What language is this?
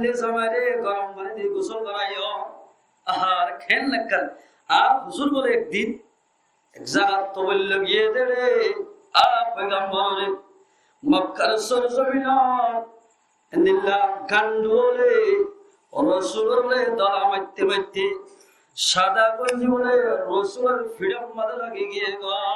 Rohingya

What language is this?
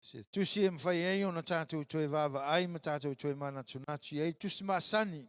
Samoan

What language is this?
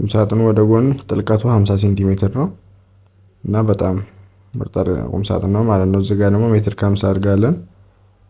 Amharic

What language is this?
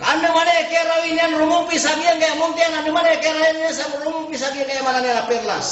Maranao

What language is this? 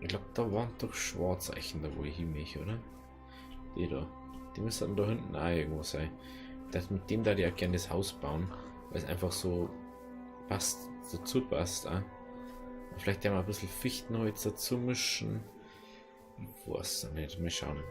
Bavarian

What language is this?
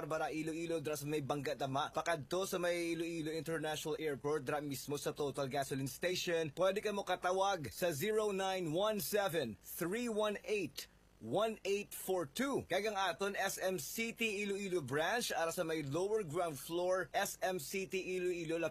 Hiligaynon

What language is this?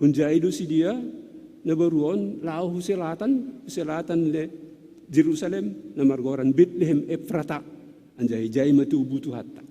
Batak Simalungun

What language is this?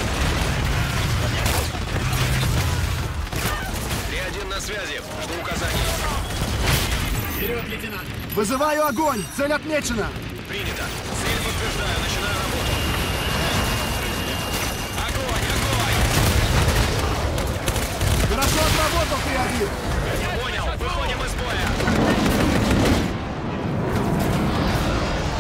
Russian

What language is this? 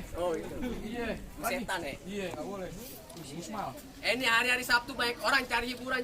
Betawi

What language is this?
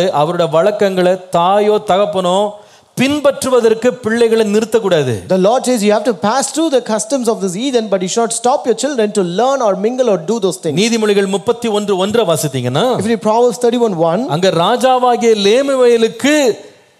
Tamil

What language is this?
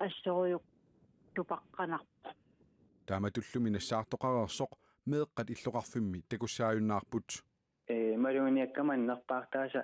Kalaallisut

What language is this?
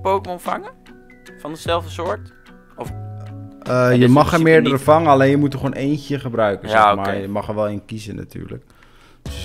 Dutch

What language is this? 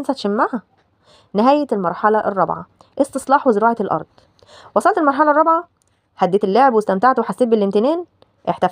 Egyptian Arabic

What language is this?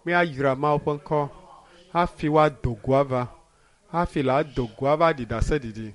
Ewe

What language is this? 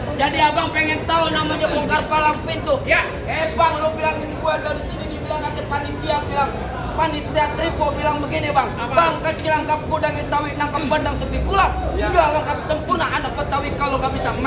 Betawi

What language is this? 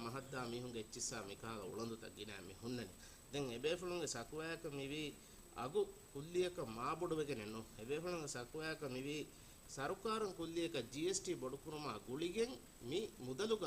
Divehi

